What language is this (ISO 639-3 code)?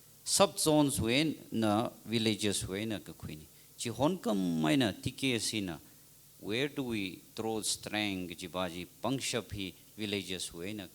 nmf